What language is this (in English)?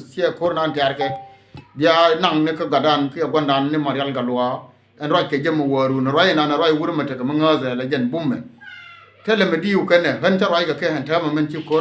Nuer